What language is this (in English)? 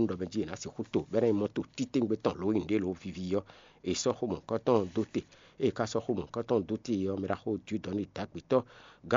Fon